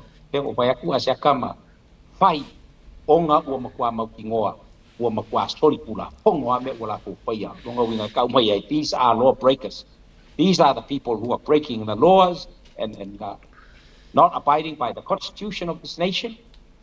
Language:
Samoan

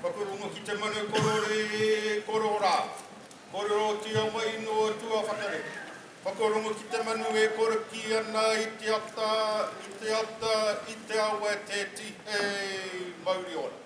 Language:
Māori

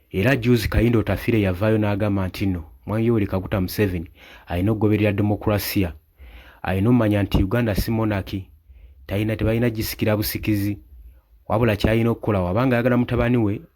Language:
Ganda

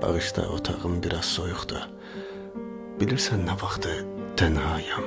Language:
South Azerbaijani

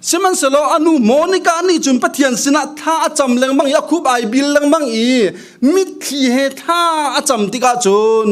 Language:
Hakha Chin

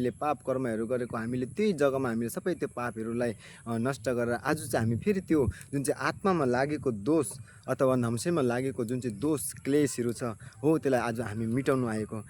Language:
Nepali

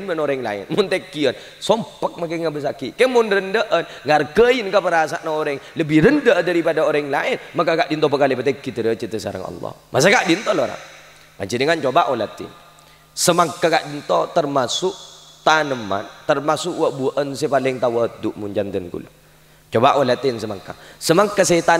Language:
Madurese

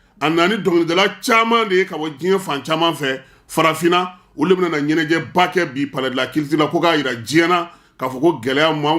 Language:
Bambara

